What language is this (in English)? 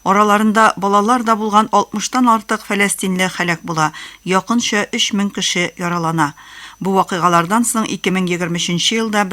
Tatar